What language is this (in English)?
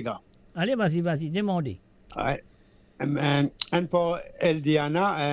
Morisyen